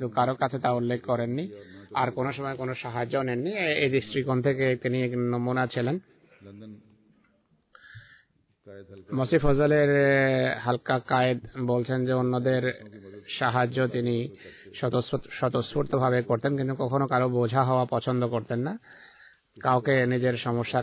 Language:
Bangla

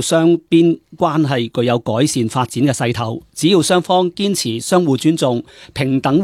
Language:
Cantonese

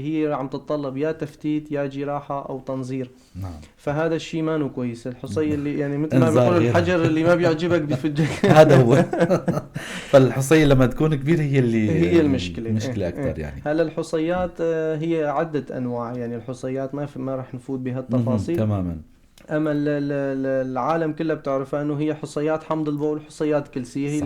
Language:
North Levantine Arabic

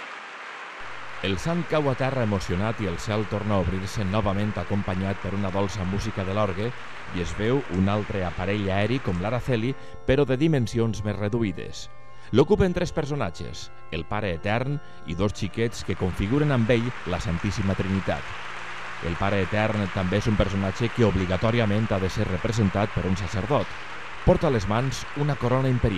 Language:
Catalan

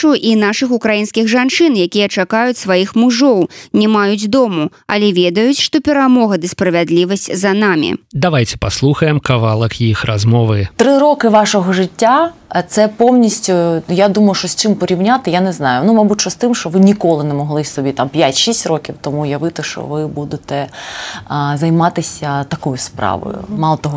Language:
Belarusian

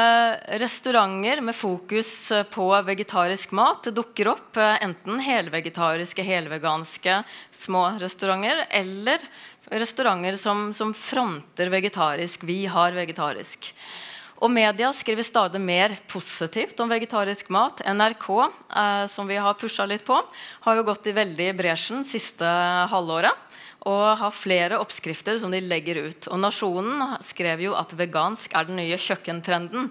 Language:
Norwegian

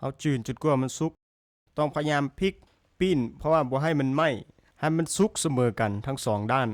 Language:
Lao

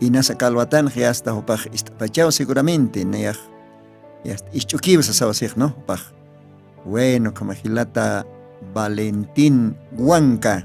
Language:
Aymara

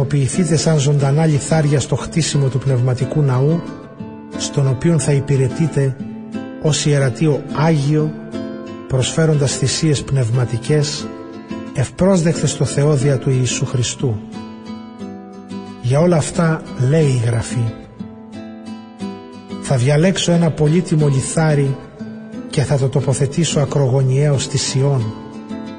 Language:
Greek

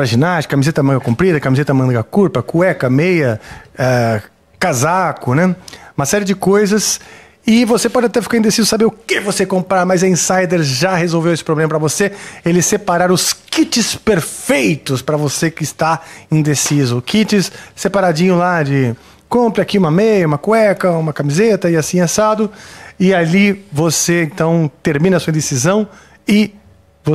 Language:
Portuguese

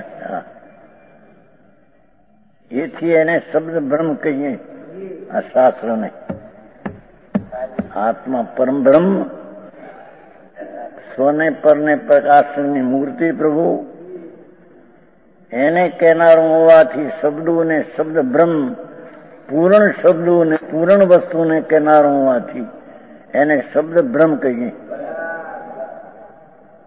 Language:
Gujarati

